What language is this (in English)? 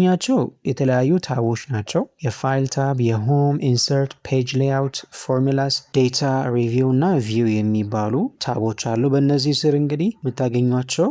Amharic